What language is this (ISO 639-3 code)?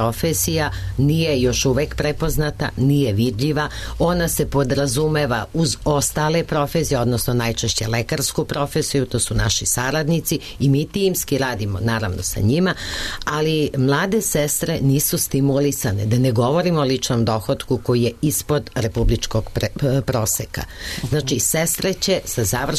srp